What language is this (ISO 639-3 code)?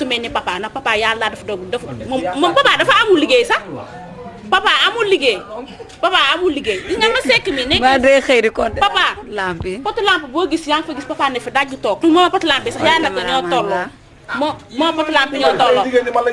wol